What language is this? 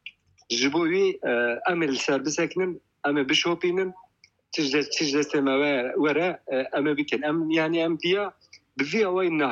Kurdish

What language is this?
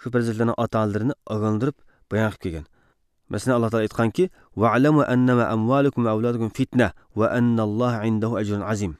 Uyghur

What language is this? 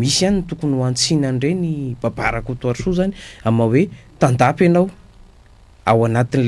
Malagasy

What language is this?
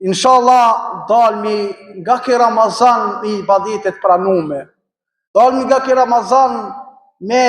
Albanian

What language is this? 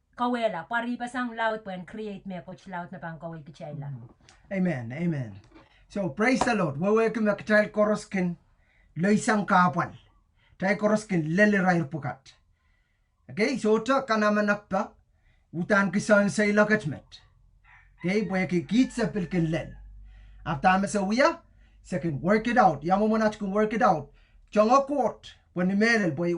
Pohnpeian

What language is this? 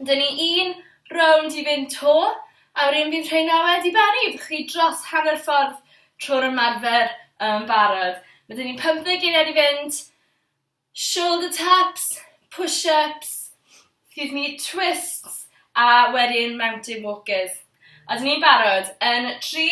Welsh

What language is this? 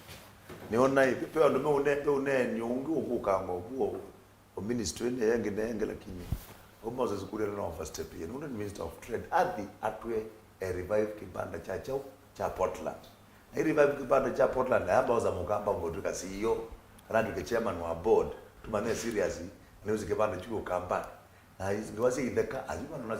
Kamba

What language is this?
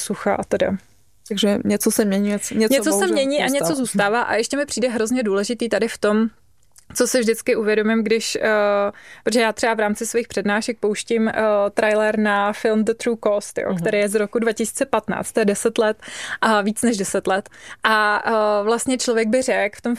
Czech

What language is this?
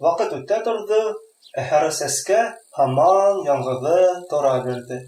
Bashkir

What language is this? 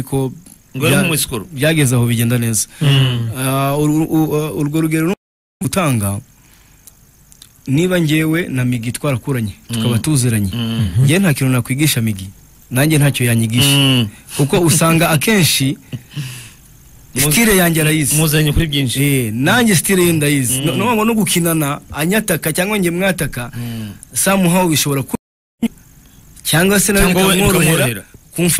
Kinyarwanda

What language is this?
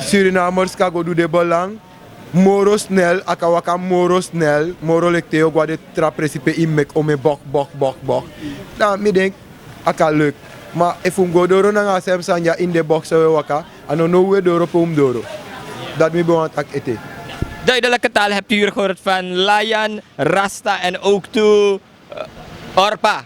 Sranan Tongo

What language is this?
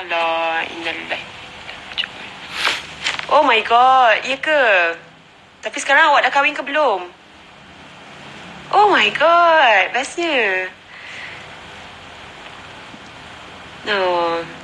Malay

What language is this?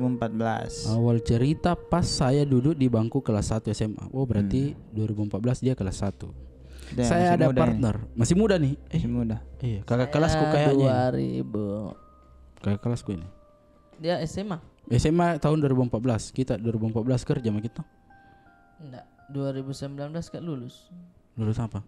Makassar Malay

